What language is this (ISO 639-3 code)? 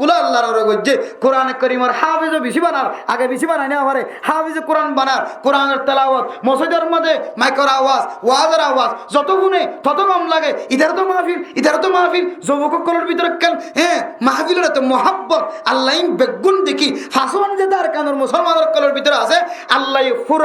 rhg